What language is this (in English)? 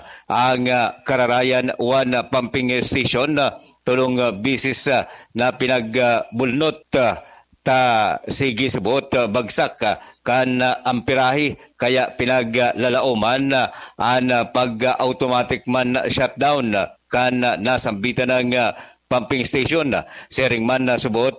Bikol